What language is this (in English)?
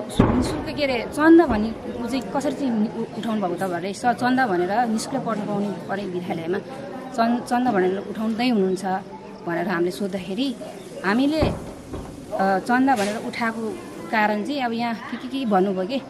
Nepali